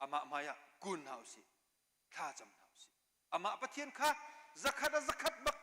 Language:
Hakha Chin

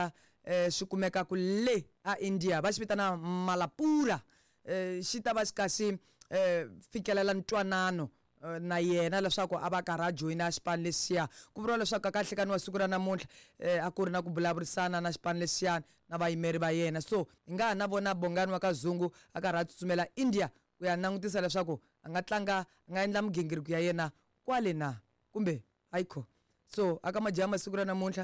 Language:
Tsonga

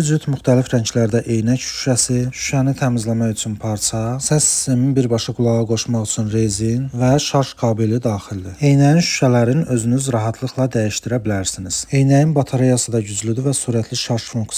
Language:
Azerbaijani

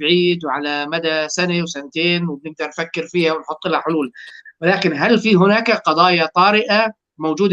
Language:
North Levantine Arabic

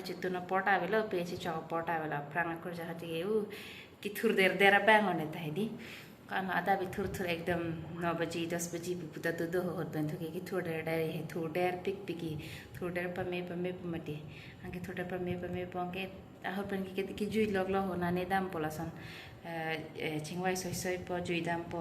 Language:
Karbi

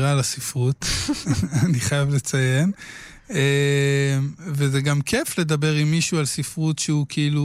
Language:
Hebrew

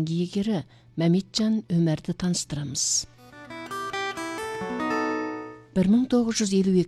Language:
Kazakh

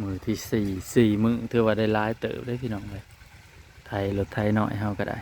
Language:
Northeastern Thai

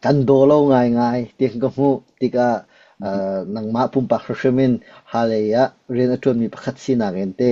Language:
Hakha Chin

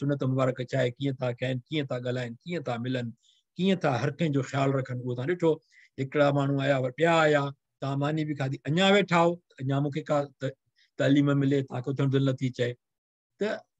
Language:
Sindhi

